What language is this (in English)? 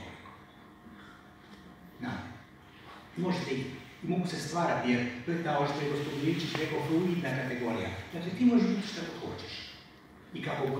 Croatian